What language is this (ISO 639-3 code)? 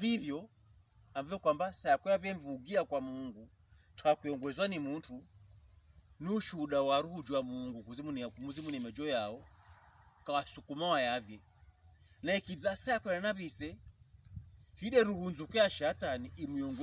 pkb